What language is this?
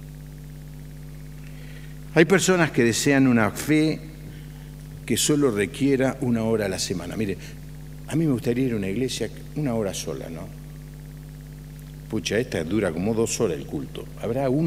Spanish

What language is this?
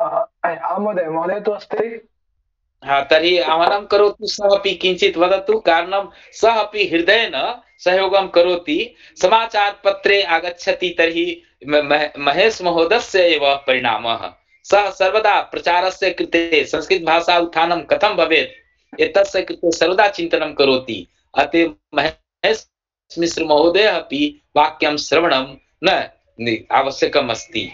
Sanskrit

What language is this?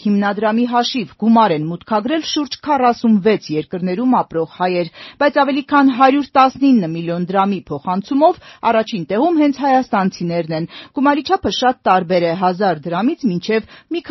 Armenian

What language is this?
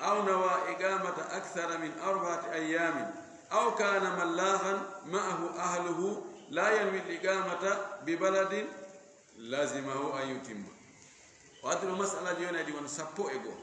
Fula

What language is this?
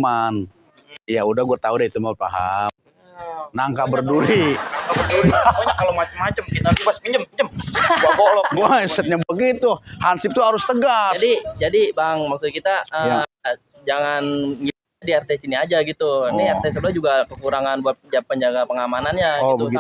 Betawi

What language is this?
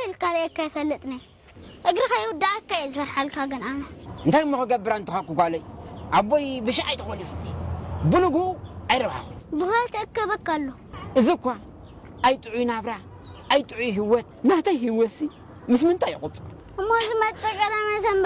Tigrinya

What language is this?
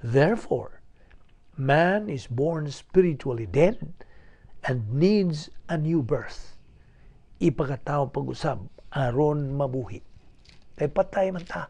Cebuano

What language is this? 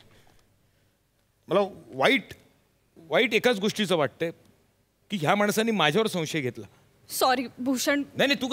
Marathi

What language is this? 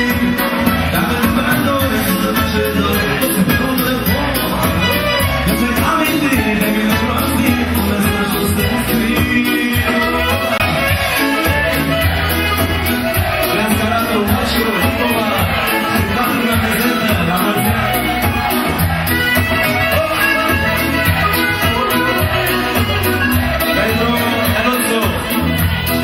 Romanian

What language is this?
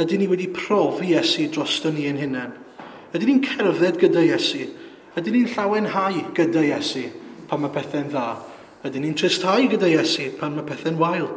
Welsh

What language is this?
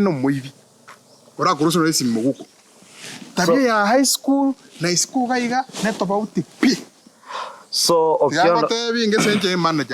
Gusii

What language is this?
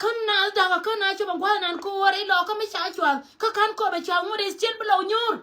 Nuer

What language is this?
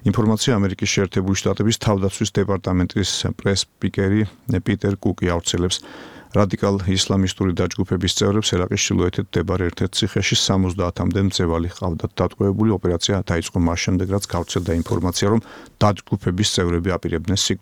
Georgian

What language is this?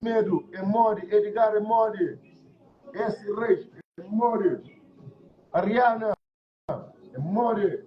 Kabuverdianu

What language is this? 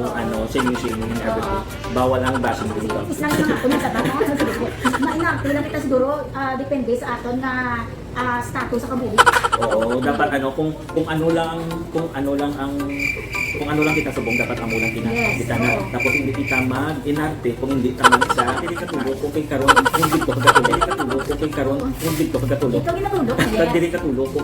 Hiligaynon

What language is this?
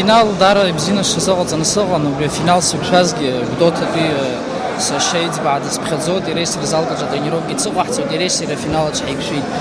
Abkhazian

